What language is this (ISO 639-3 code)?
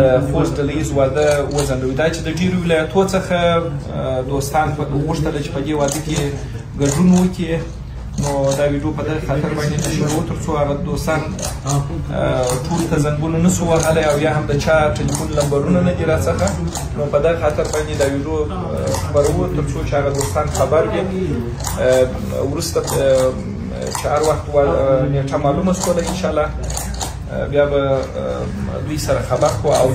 pus